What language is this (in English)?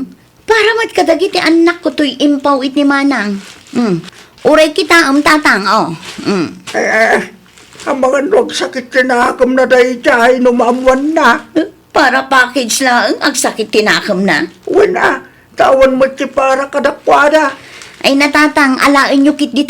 Iloko